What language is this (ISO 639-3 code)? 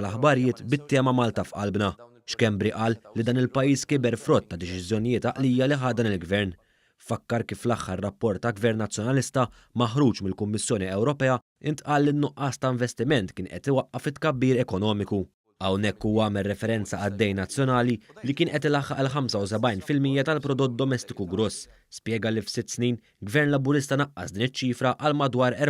mlt